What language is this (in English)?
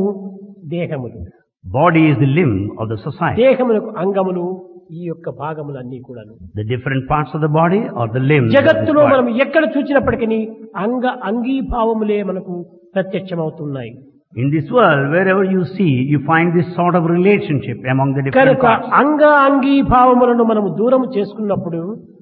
Telugu